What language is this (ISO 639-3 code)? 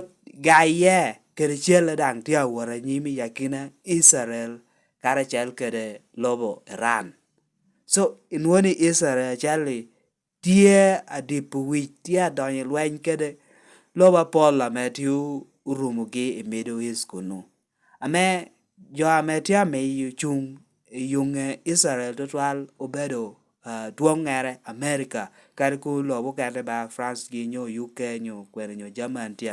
laj